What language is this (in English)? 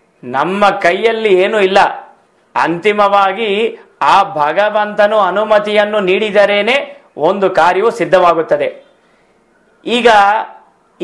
Kannada